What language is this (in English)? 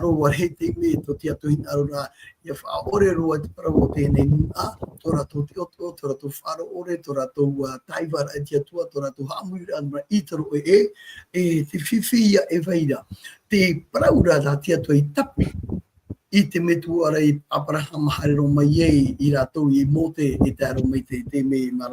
Tahitian